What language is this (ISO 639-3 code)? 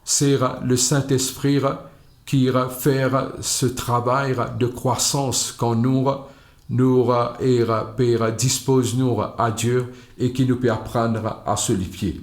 mfe